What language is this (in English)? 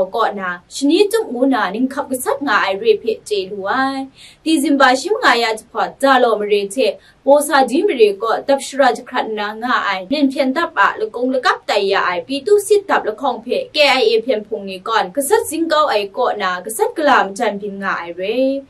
Kachin